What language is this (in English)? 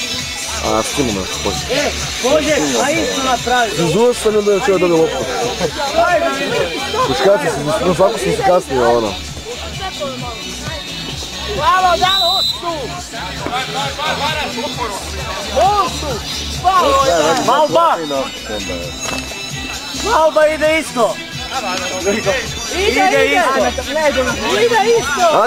Croatian